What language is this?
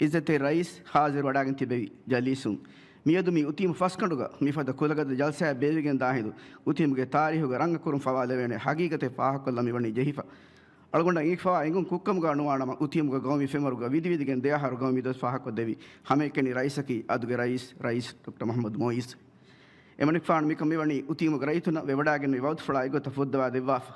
Divehi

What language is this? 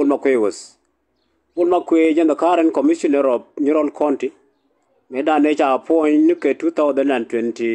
Nuer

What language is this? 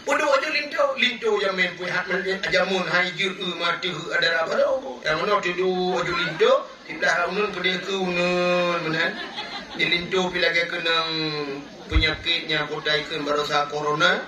Achinese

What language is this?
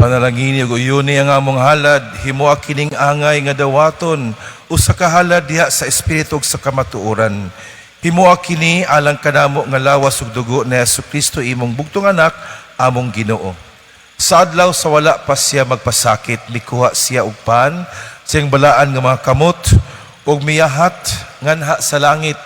Cebuano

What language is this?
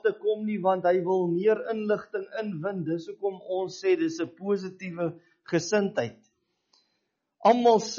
Afrikaans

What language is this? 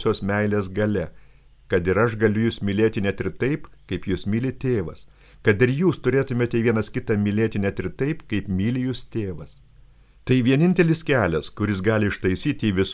Lithuanian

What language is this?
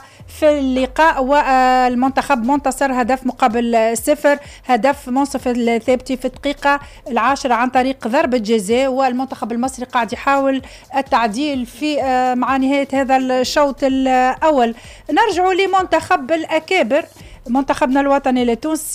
Tunisian Arabic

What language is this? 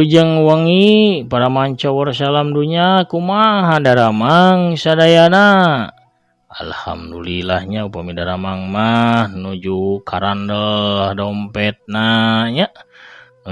Sundanese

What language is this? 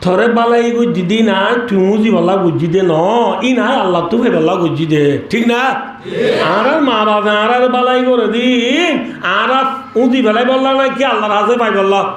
Rohingya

